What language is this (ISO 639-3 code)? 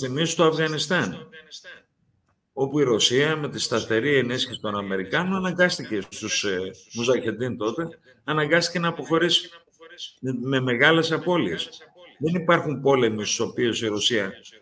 ell